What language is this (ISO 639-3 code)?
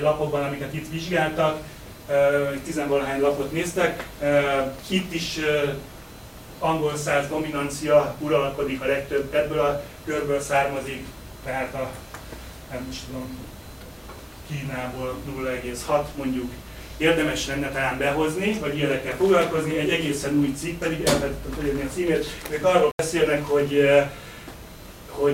hun